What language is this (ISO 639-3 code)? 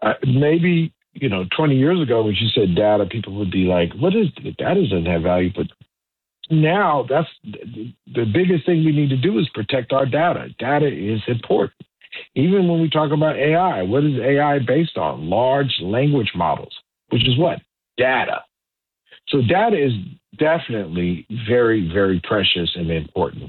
eng